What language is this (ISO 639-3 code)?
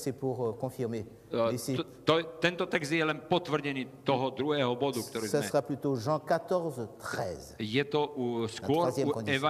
slk